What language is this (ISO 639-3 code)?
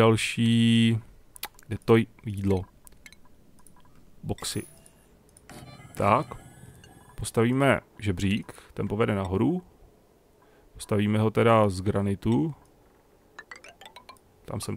ces